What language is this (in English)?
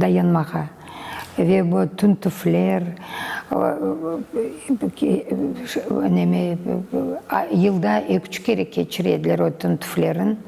Crimean Tatar